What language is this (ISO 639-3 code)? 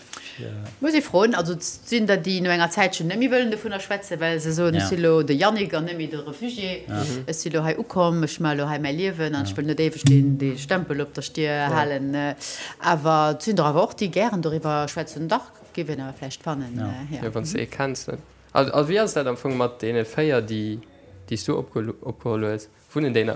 ltz